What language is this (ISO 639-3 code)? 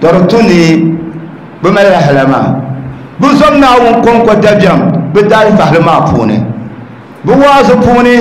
dag